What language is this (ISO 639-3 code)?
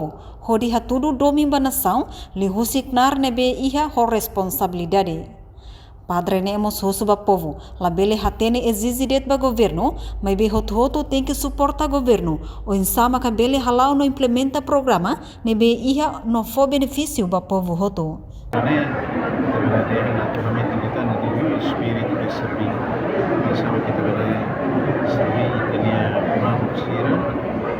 tet